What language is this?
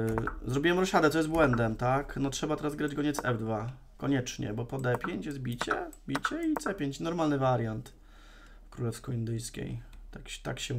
Polish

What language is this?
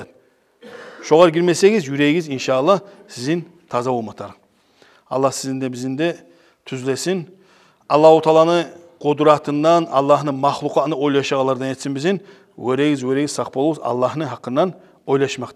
Kumyk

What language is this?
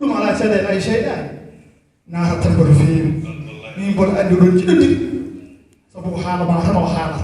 Fula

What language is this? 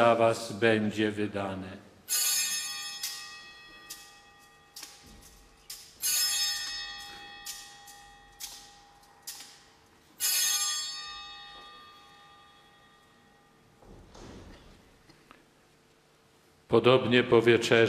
Polish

